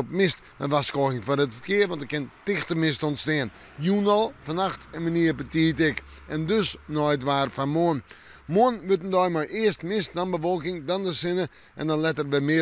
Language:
Western Frisian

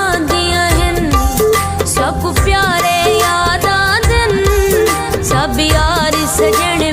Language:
Pahari-Potwari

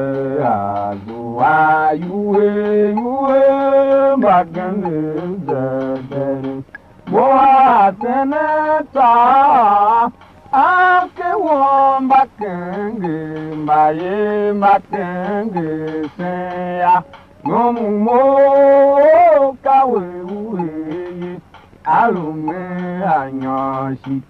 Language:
Tiv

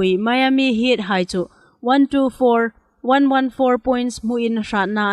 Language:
Hmar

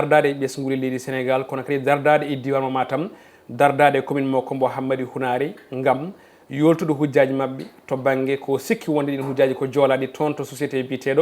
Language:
Fula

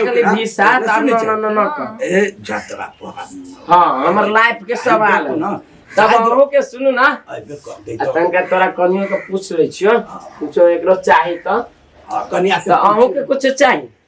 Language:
Maithili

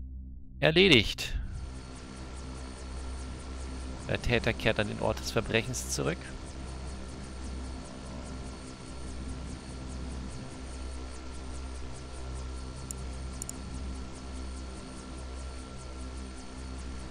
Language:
German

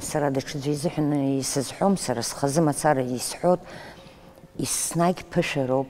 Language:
Abkhazian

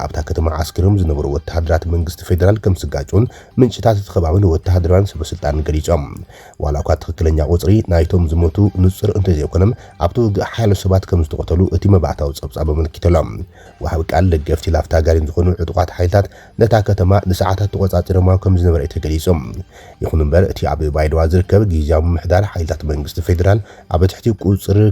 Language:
Tigrinya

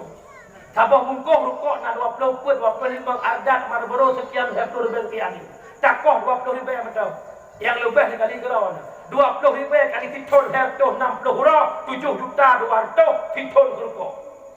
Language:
Achinese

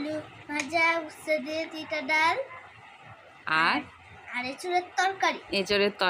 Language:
Bangla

